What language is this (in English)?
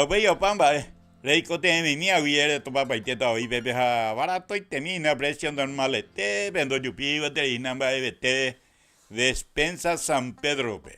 Guarani